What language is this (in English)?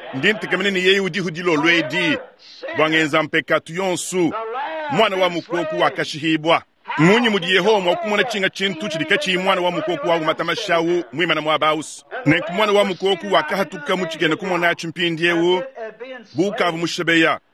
Luba-Lulua